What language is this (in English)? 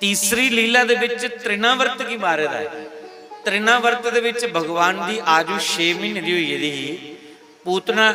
Dogri